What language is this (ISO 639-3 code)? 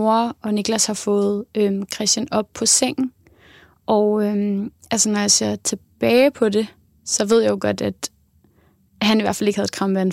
dan